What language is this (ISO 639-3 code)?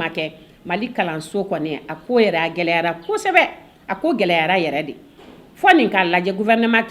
bam